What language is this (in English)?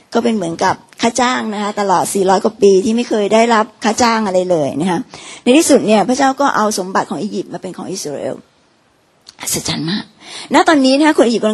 Thai